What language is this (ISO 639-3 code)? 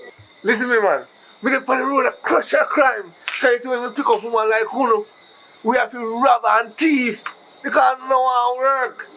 jam